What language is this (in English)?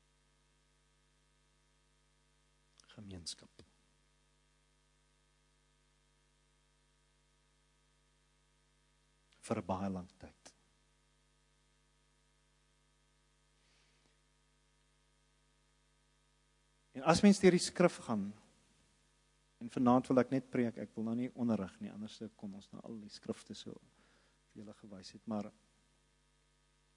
Afrikaans